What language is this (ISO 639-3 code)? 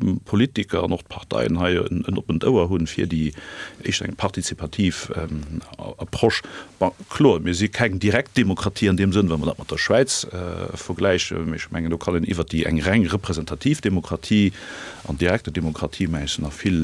ltz